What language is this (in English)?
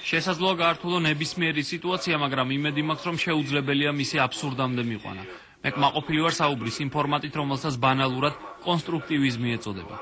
Georgian